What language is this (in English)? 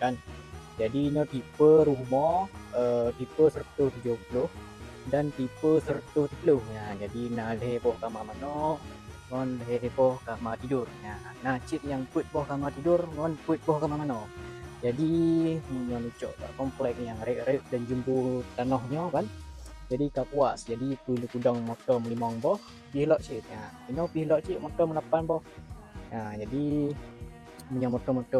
Achinese